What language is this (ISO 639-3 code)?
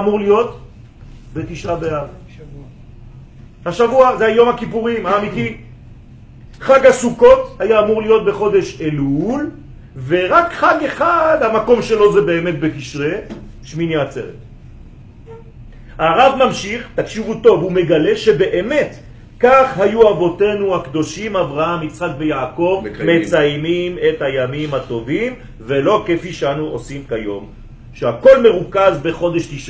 heb